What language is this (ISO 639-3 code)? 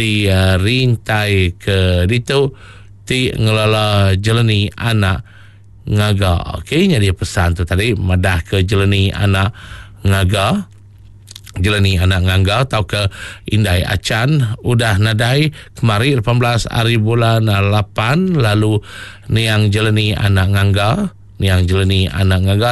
iba